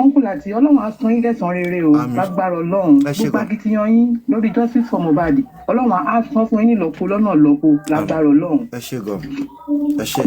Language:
Yoruba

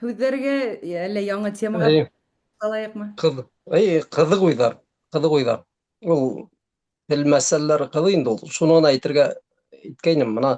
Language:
Bashkir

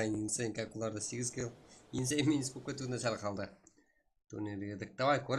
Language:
Kara-Kalpak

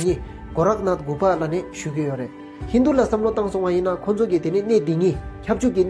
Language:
Tibetan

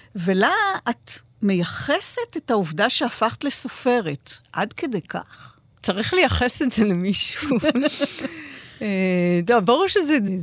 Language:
Hebrew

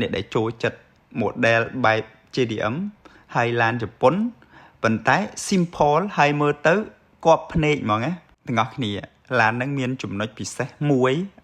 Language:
Khmer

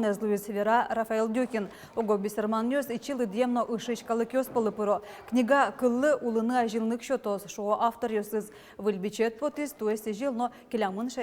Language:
Udmurt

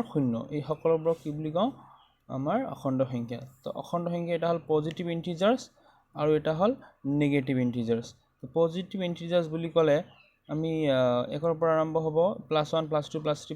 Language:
Assamese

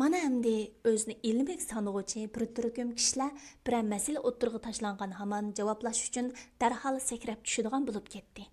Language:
Uyghur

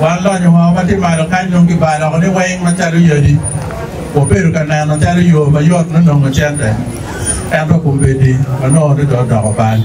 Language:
Acoli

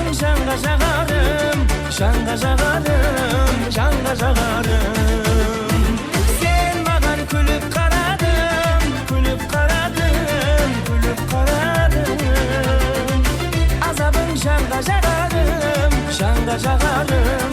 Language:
Kara-Kalpak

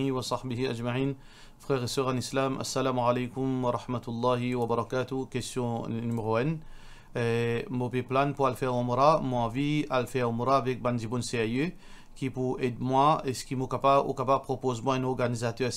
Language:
Morisyen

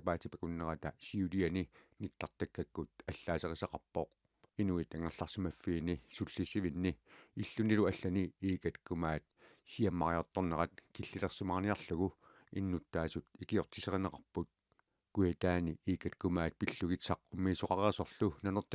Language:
Kalaallisut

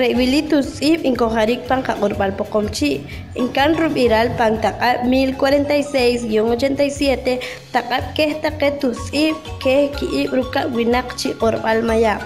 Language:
Poqomchi'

